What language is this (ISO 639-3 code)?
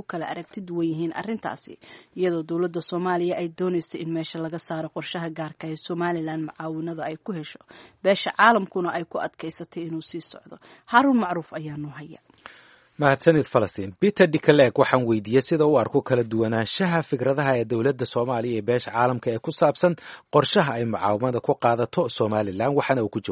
som